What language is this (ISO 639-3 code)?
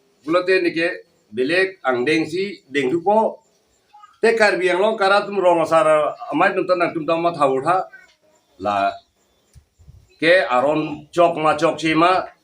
mjw